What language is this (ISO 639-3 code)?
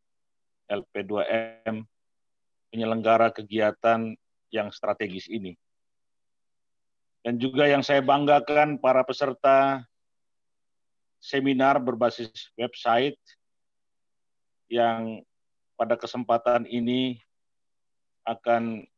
ind